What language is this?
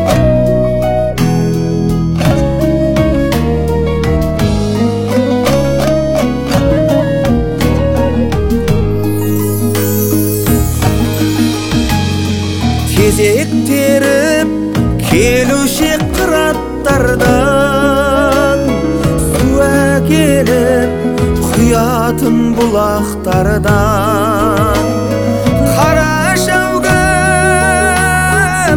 Kazakh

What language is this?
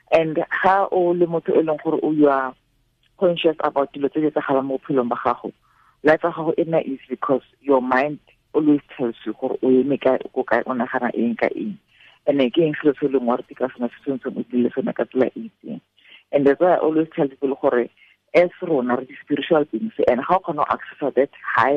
Tswana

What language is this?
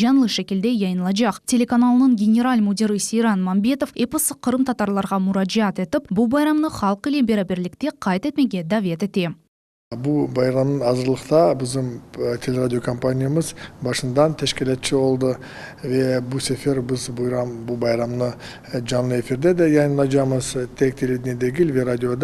Crimean Tatar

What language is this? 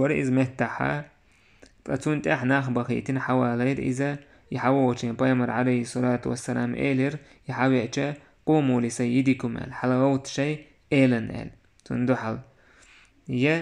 Chechen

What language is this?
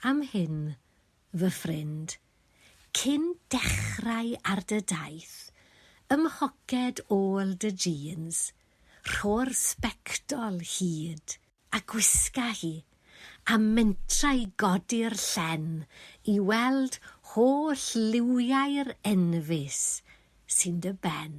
Welsh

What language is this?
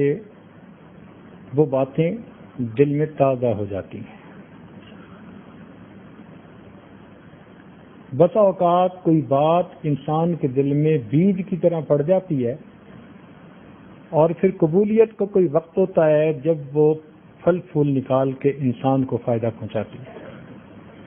Urdu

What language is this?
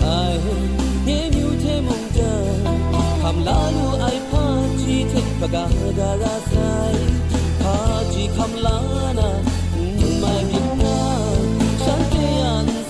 Kachin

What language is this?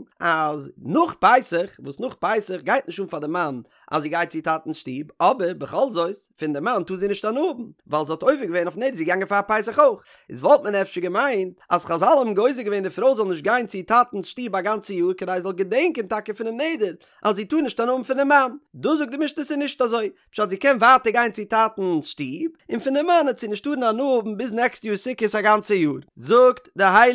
Yiddish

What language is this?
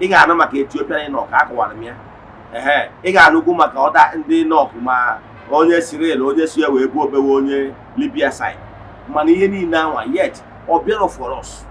Igbo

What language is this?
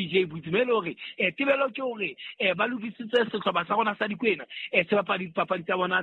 Southern Sotho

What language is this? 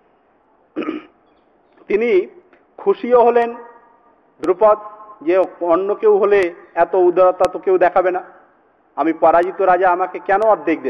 Bangla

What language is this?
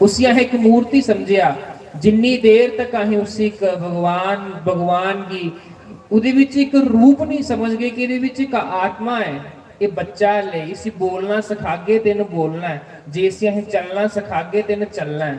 Dogri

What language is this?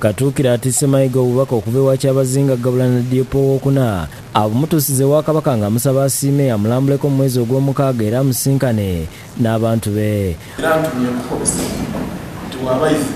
Ganda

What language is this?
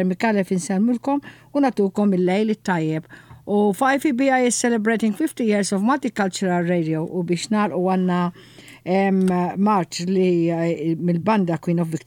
Maltese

